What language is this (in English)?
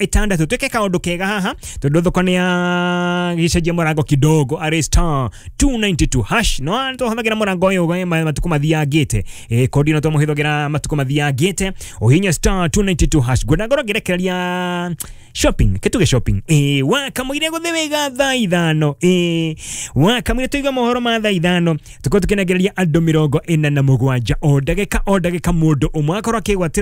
Kikuyu